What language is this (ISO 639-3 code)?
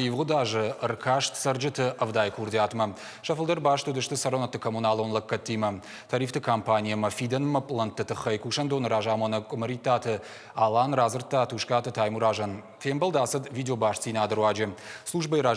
oss